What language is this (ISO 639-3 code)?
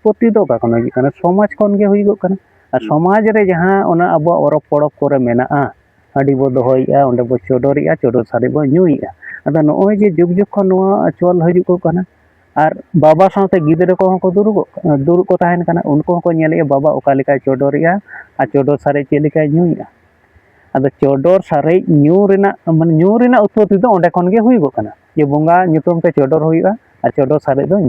sat